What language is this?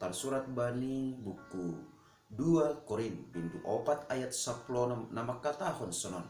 Batak Simalungun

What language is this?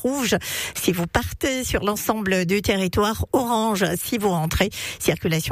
French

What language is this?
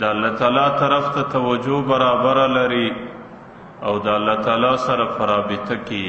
Pashto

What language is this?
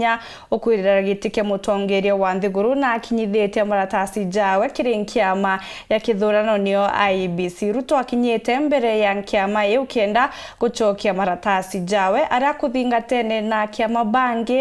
Meru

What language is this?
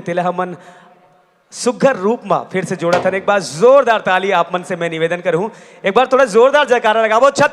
Chhattisgarhi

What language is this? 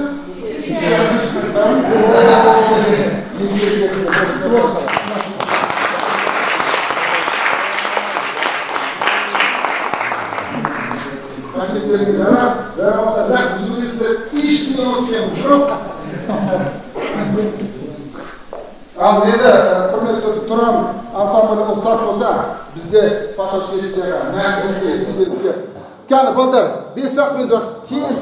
Kazakh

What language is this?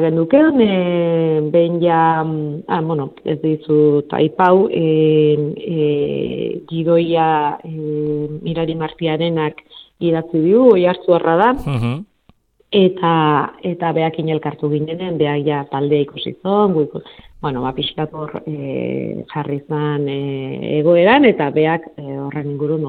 Basque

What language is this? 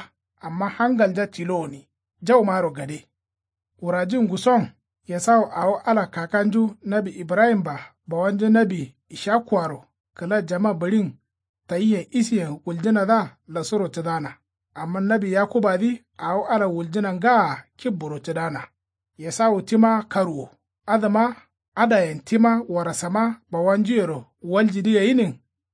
Kanuri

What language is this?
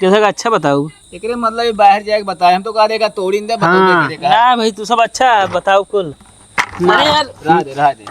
Awadhi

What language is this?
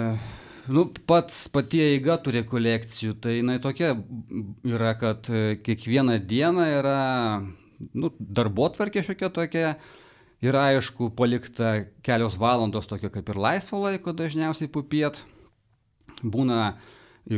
Lithuanian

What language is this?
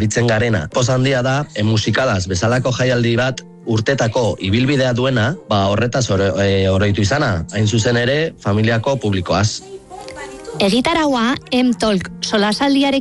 Basque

